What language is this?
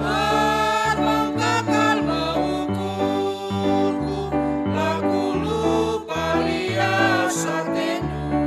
Batak Karo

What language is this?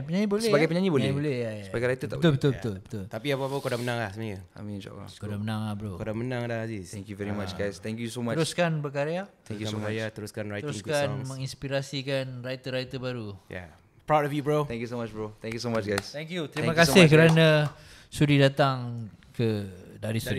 Malay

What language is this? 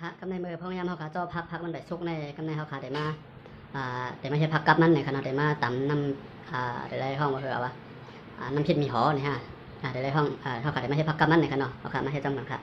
Shan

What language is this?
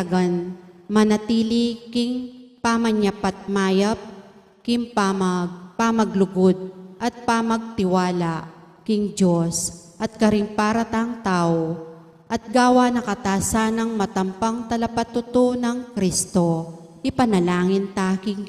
Pampanga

